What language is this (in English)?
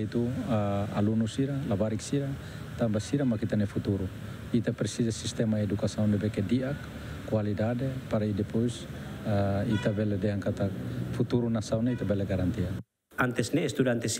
Tetum